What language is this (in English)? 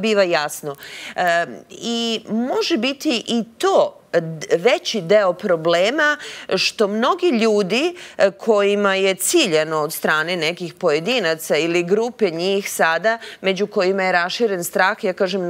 Serbian